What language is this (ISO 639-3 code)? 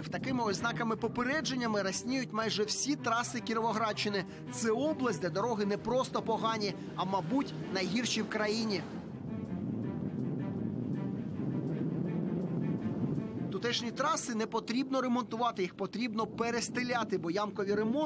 ukr